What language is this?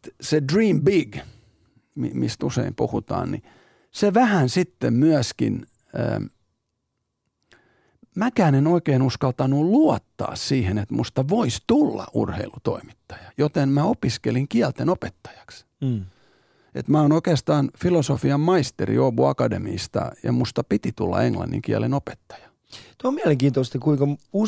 Finnish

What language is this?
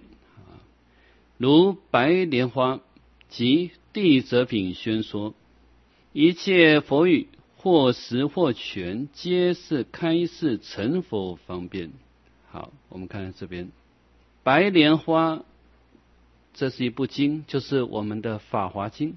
Chinese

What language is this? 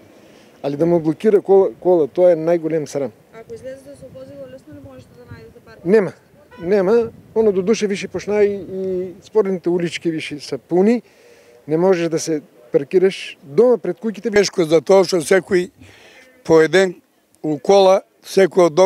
Macedonian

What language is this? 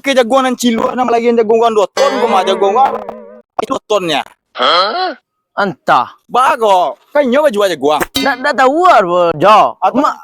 Minangkabau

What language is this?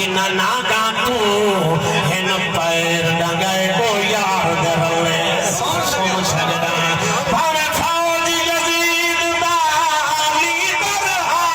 Saraiki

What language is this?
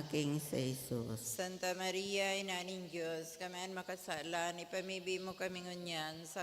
Bikol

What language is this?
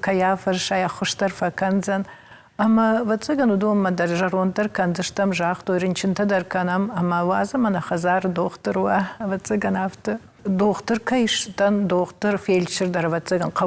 Ossetic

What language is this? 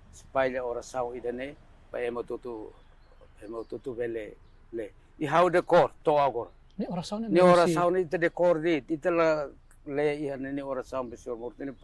Tetum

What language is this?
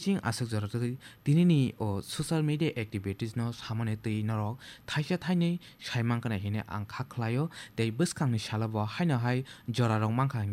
Kok Borok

